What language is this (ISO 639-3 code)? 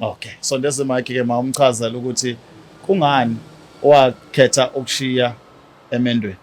zul